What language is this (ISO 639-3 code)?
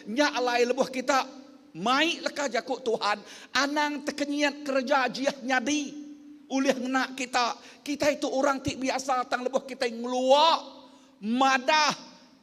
iba